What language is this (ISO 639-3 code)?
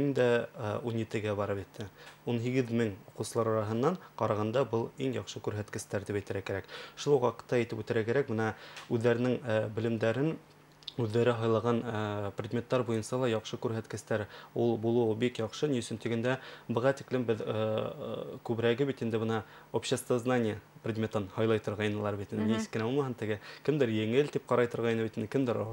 bak